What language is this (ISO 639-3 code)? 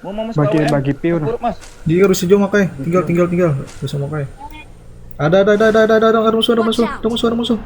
bjn